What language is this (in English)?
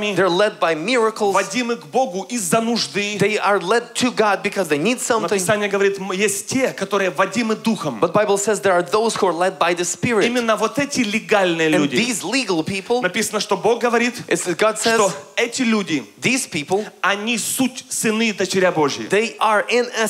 Russian